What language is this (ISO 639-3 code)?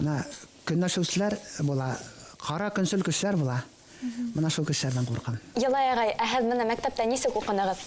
bak